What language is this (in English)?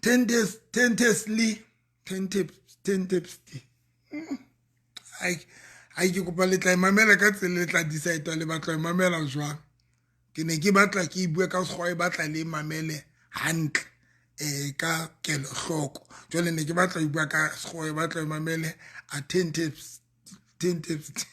Southern Sotho